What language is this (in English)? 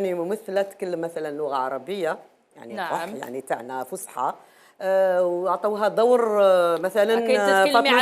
Algerian Arabic